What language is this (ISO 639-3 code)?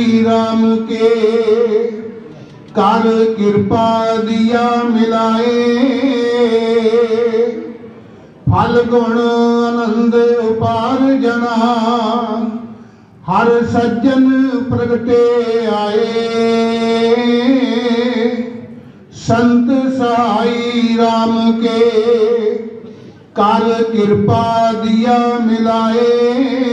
pan